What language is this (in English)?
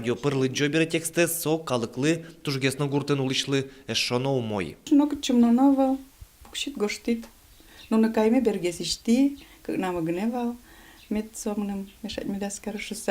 Udmurt